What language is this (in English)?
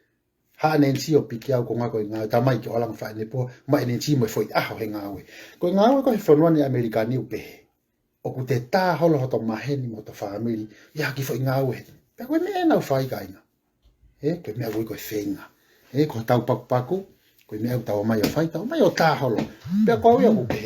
Tongan